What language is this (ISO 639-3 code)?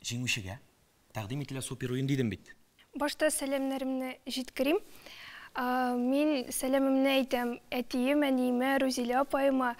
tat